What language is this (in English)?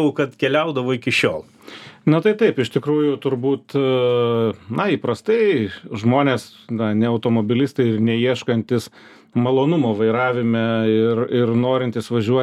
Lithuanian